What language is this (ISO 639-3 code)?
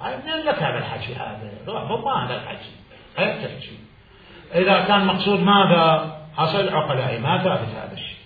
acm